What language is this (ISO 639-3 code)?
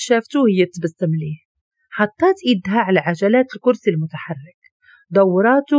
ary